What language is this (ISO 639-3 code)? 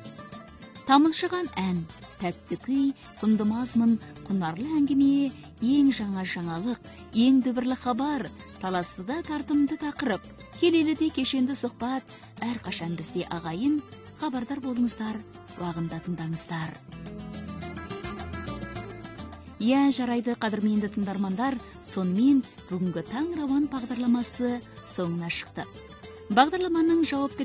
kaz